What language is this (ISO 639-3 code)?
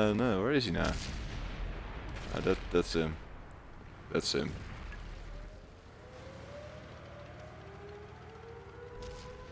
eng